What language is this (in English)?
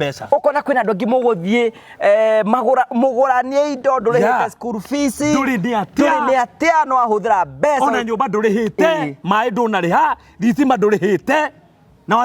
Kikuyu